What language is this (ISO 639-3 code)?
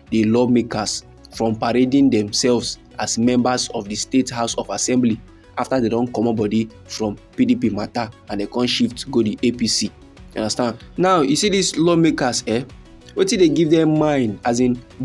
pcm